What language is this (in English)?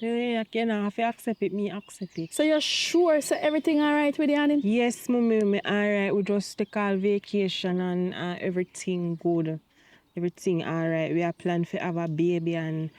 Jamaican Creole English